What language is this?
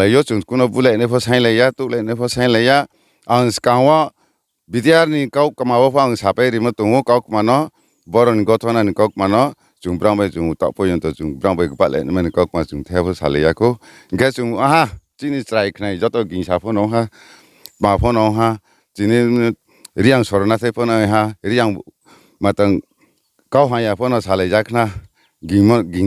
Riang (India)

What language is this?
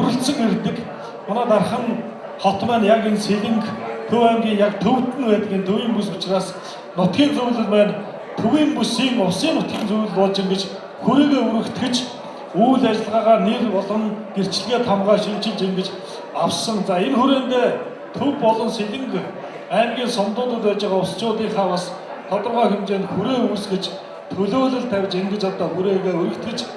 Mongolian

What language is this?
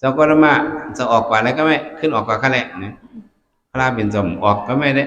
Shan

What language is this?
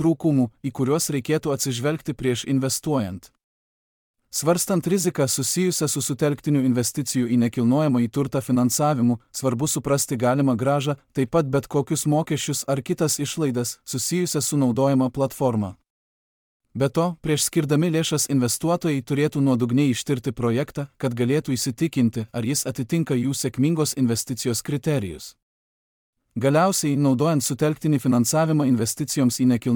Lithuanian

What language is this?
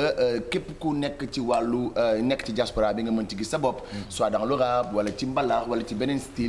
Wolof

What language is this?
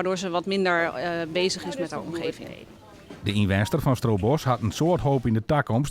Western Frisian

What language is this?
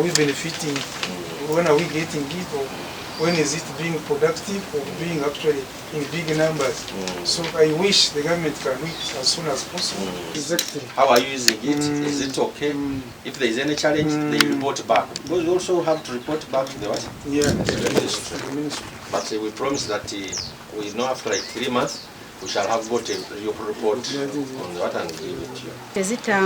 Nyankole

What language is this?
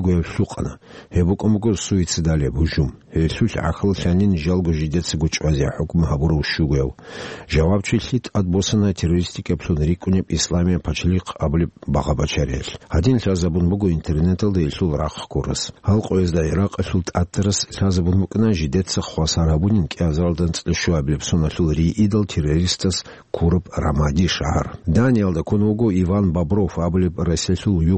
Avaric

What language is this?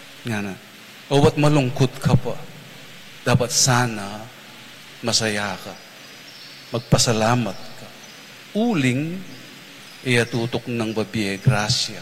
Pampanga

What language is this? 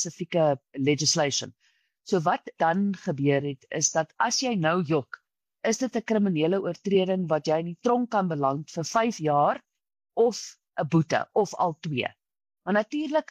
Afrikaans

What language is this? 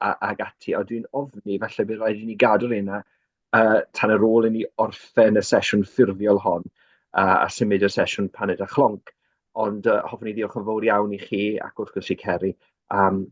Welsh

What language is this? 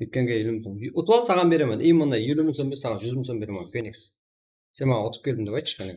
Kara-Kalpak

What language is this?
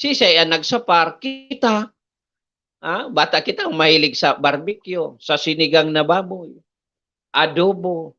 Bikol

